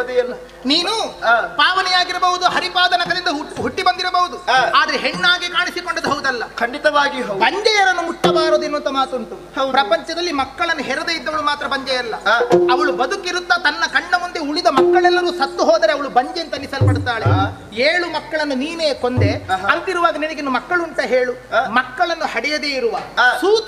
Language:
Kannada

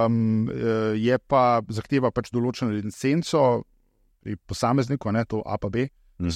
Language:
Slovenian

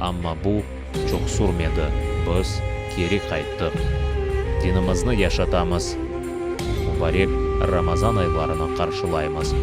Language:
Crimean Tatar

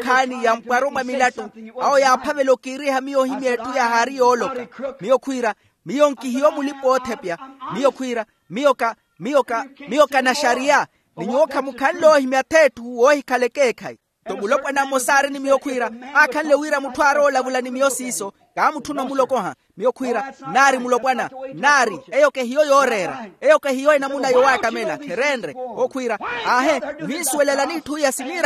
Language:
Makhuwa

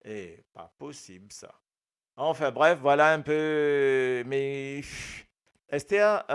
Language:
Morisyen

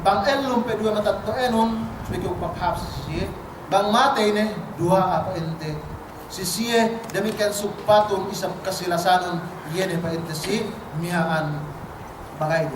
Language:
Yakan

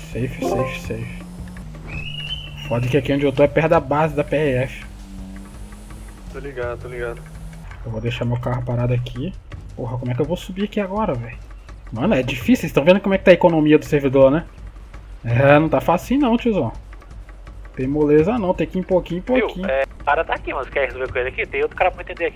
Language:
Portuguese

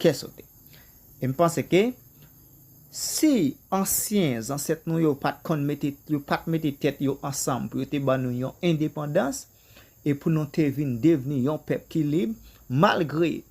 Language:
Haitian Creole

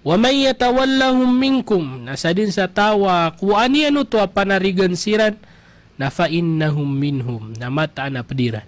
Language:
Maranao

